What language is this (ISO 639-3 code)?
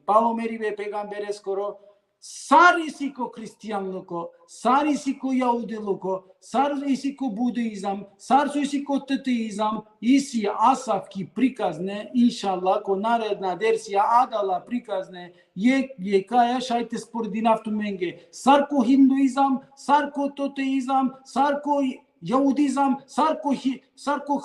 rmn